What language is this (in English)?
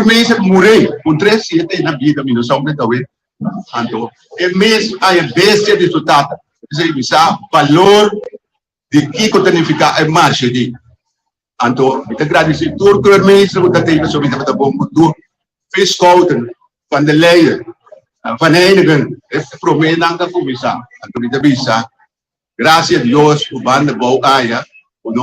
Papiamento